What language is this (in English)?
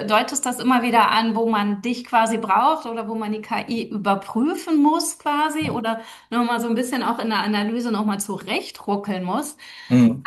German